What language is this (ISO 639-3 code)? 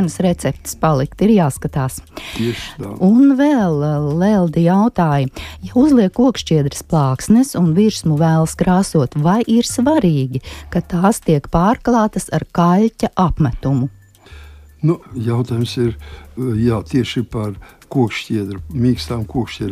lav